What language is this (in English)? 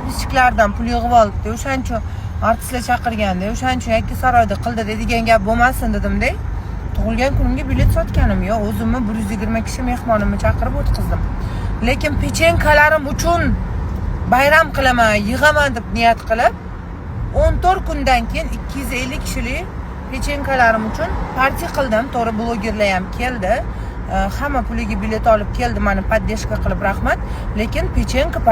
Uzbek